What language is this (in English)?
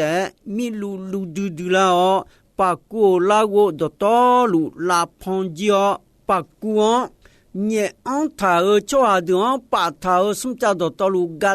Akha